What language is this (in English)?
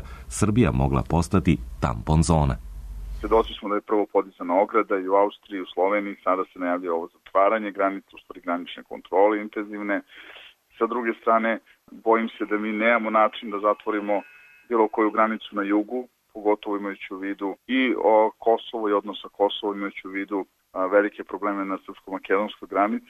Serbian